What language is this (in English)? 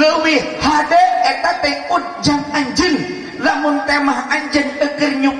Sundanese